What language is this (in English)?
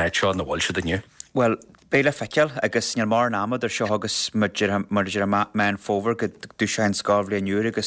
Irish